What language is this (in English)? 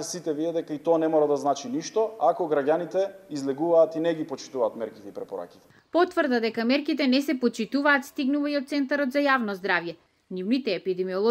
Macedonian